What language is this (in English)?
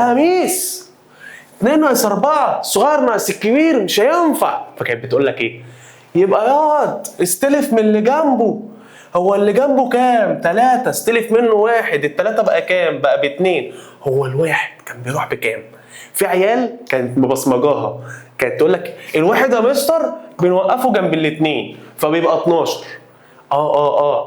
Egyptian Arabic